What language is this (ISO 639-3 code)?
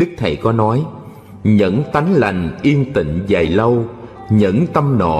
vie